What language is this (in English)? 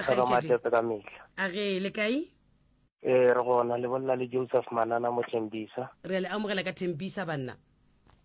Northern Sotho